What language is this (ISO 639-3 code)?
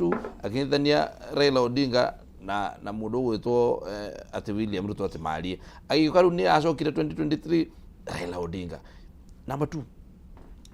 kik